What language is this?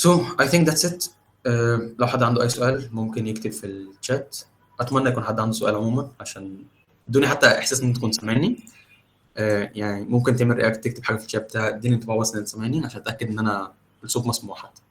Egyptian Arabic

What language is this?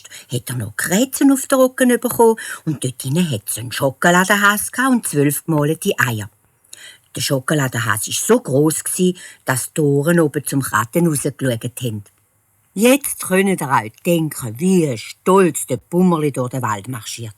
Swiss German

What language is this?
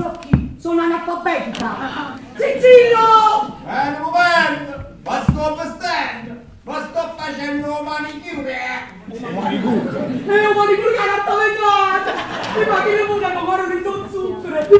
Neapolitan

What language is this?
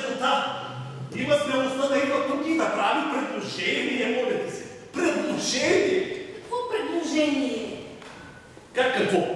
Bulgarian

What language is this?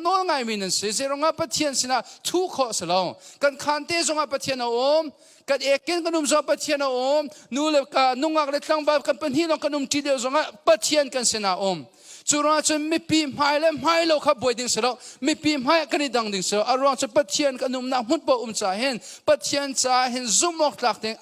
Hakha Chin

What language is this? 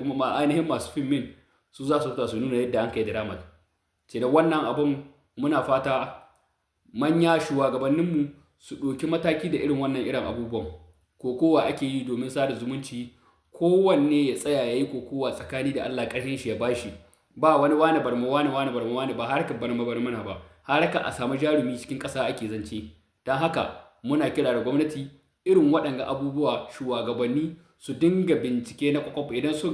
Hausa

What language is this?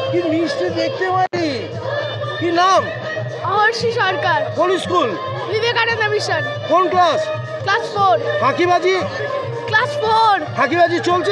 Bangla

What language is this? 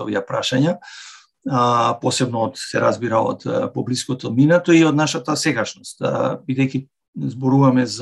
Macedonian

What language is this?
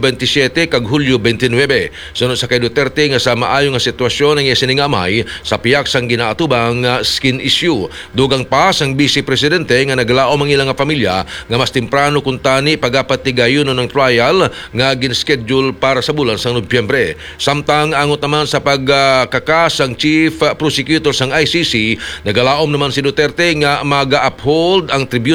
Hiligaynon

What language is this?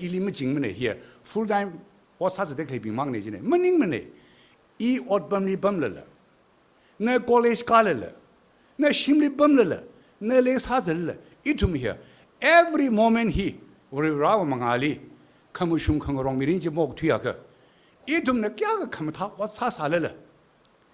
Tangkhul Naga (India)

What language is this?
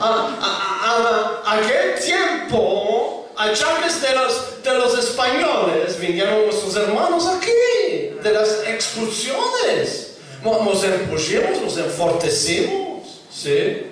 Ladino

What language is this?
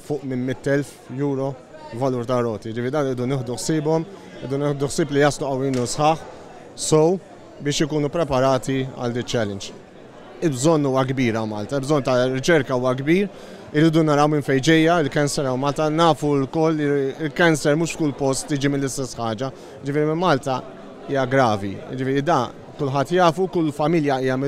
Maltese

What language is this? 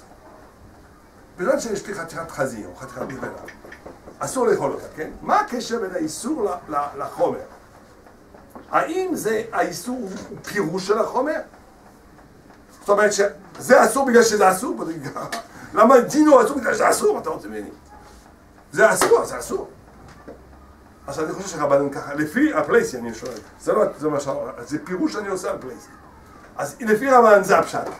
Hebrew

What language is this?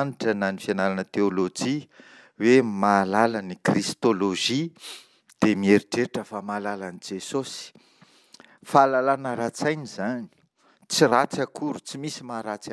Malagasy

